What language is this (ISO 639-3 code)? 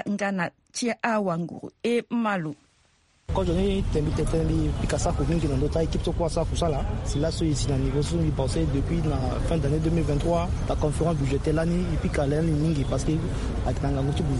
sag